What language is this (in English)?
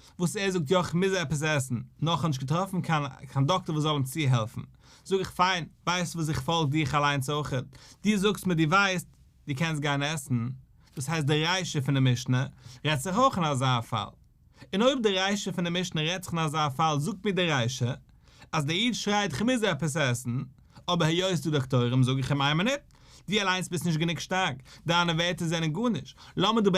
Yiddish